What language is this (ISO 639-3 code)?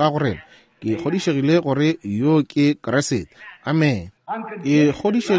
nso